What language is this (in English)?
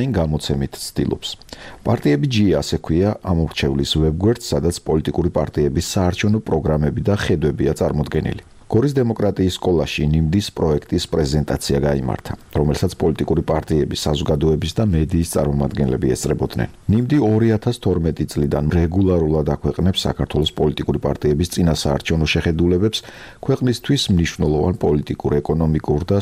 Georgian